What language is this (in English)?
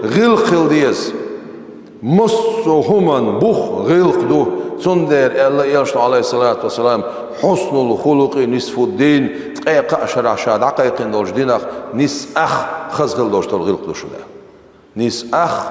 Chechen